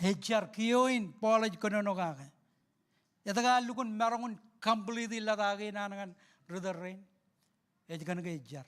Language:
Marshallese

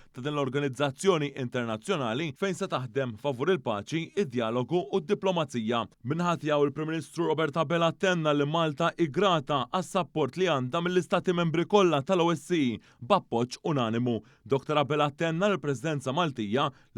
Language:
Maltese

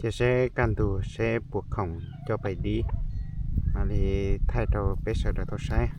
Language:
Hmong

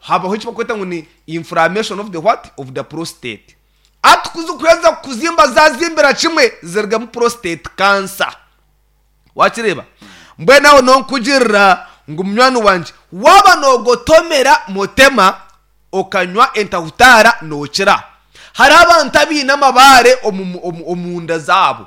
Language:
Nyankole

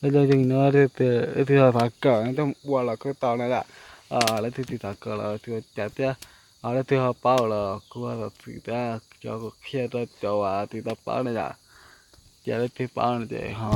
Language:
Hmong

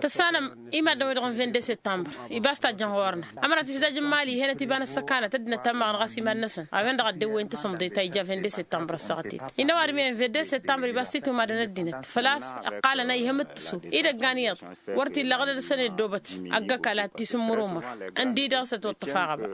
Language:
Tamasheq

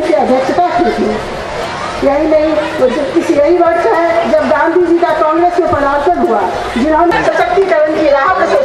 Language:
Hindi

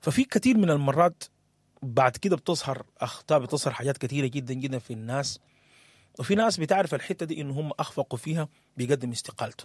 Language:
Sudanese Arabic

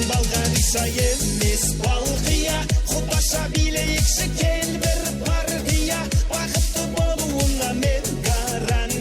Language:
Kara-Kalpak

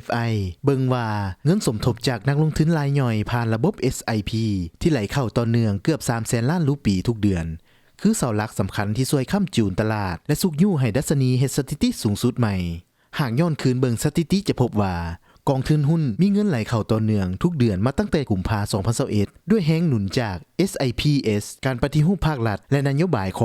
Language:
Lao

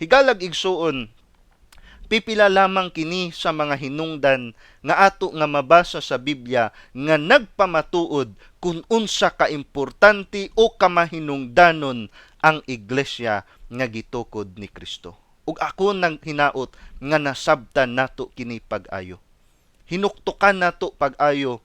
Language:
Cebuano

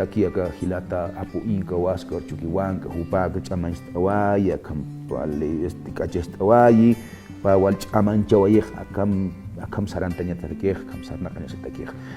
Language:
Aymara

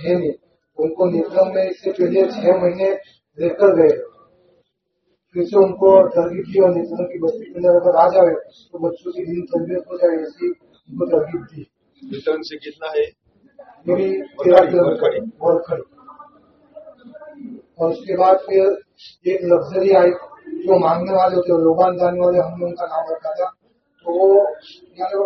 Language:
Urdu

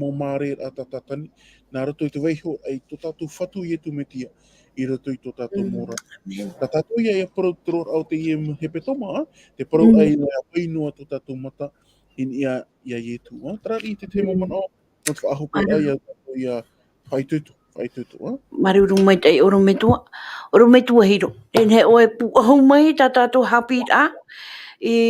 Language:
Tahitian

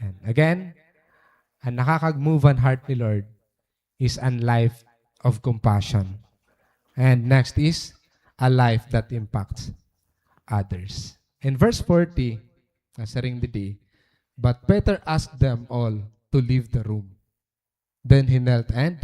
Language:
Waray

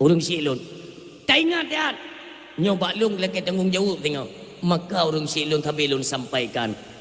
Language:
Achinese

